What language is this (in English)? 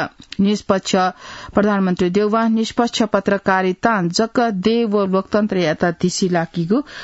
Newari